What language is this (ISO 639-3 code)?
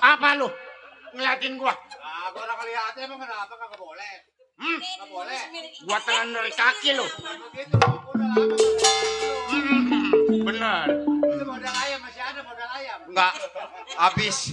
bew